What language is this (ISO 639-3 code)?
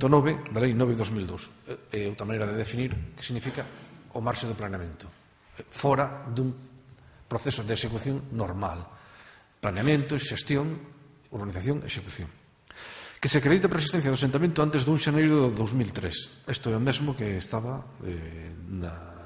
glg